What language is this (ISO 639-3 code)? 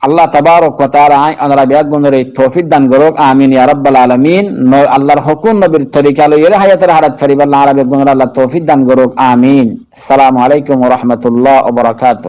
rhg